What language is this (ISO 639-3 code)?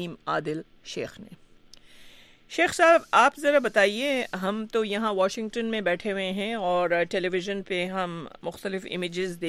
urd